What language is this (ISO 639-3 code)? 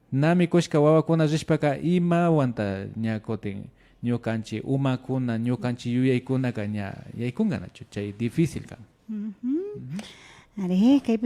qvi